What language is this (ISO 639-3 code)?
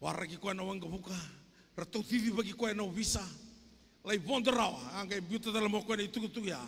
fij